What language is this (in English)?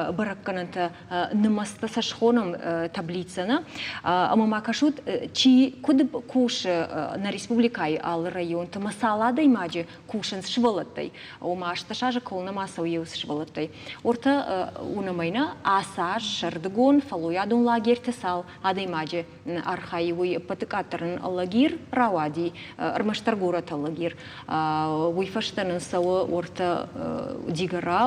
Ossetic